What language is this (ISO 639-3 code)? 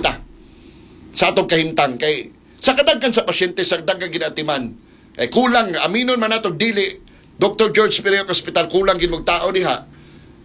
ceb